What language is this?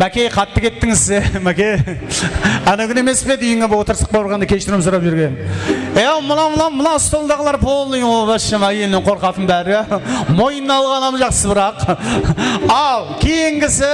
Kara-Kalpak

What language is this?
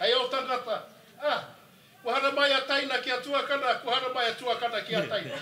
Māori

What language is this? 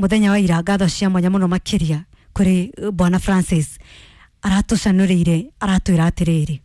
Kikuyu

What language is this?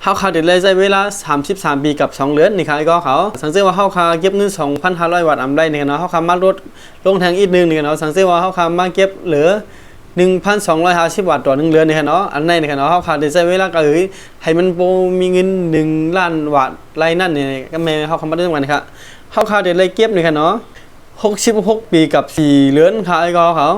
Shan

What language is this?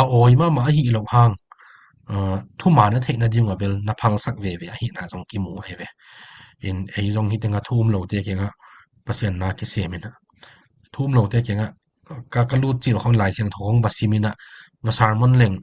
Tedim Chin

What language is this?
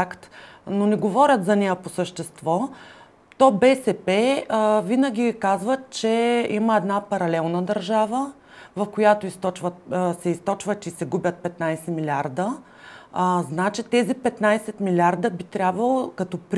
Bulgarian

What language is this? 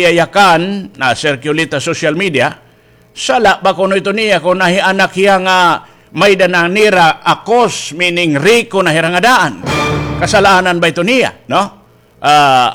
Waray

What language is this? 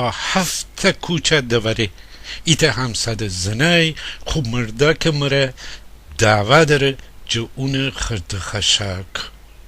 Gilaki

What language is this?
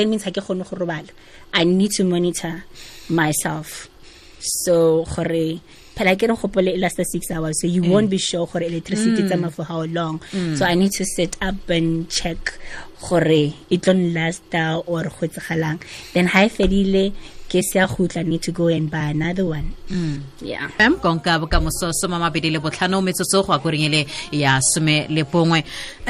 Tswana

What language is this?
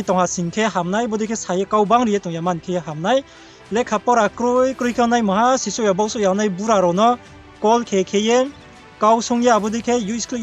Riang (India)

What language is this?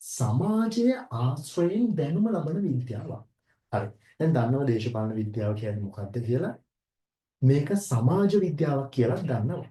Sinhala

